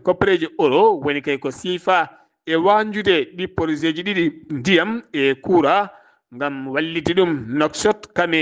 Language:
Fula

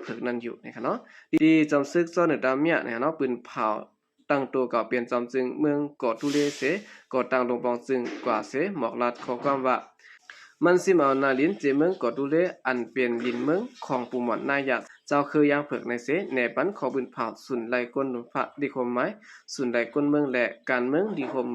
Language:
Shan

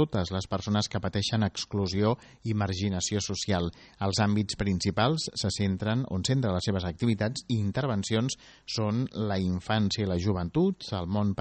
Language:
Catalan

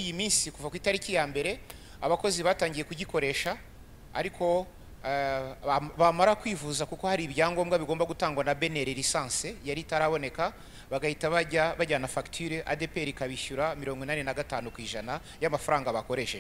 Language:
Kinyarwanda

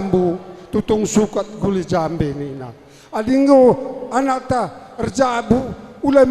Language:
Batak Karo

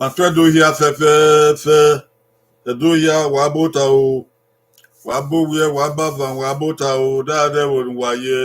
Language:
Bini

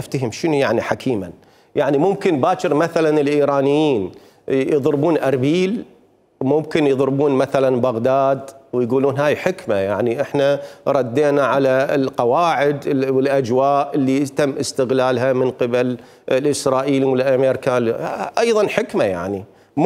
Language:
Mesopotamian Arabic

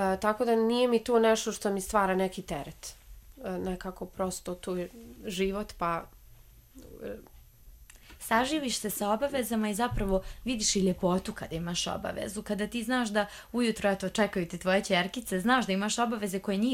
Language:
Bosnian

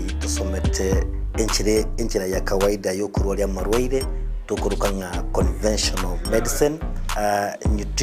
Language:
Gusii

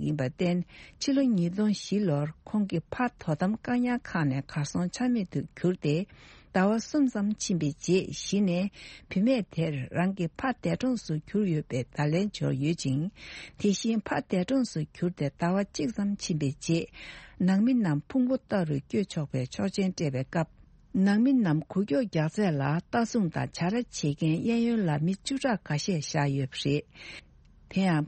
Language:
Tibetan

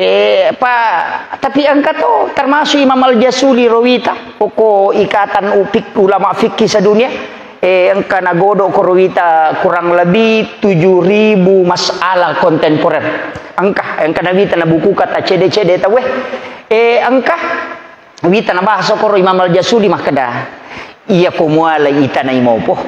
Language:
Buginese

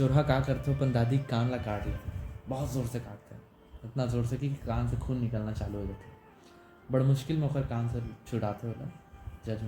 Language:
Chhattisgarhi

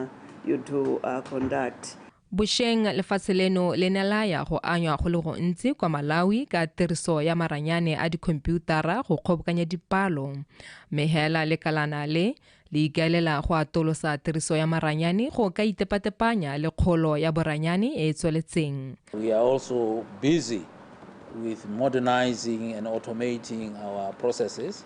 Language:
Tswana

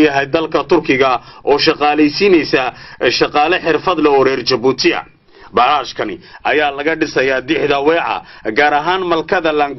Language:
Somali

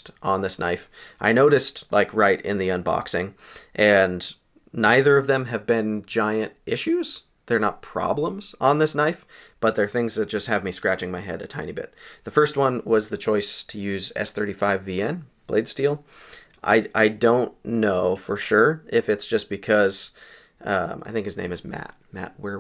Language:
English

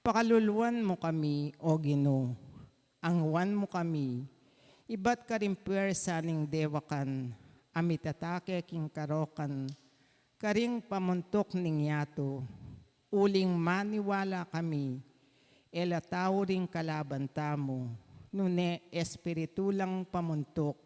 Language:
Pampanga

